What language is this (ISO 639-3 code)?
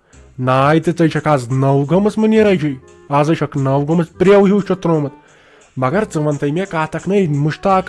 kas